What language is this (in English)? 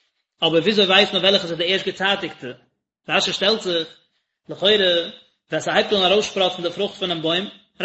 Yiddish